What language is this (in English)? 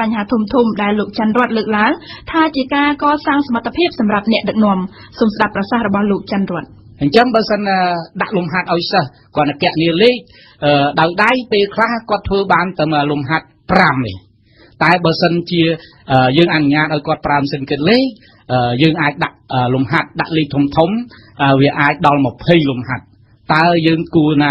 Khmer